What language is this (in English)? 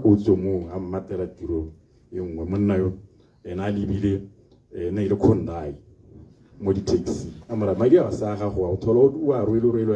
Tswana